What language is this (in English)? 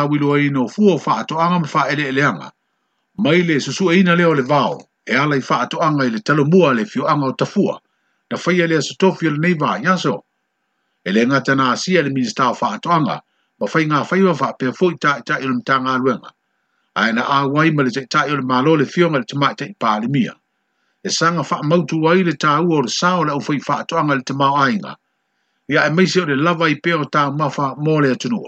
Samoan